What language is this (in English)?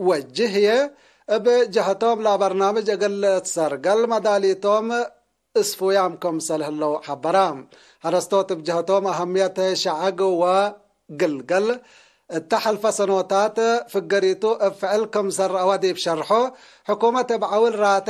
Tigre